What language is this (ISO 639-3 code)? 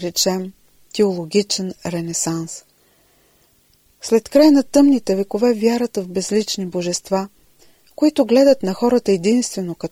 bul